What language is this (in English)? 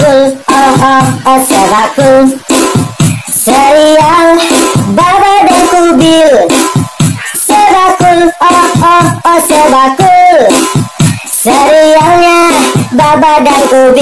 Betawi